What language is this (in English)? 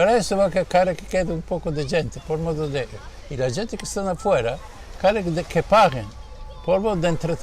Ladino